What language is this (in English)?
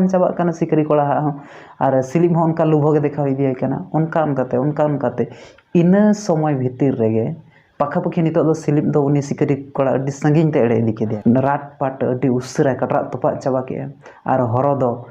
Santali